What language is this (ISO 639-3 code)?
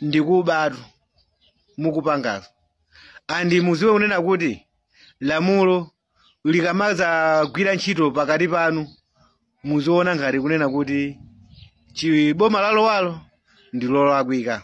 nya